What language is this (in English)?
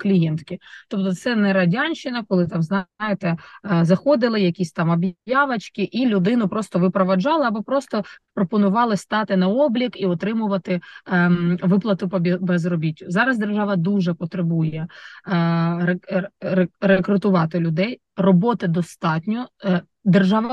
Ukrainian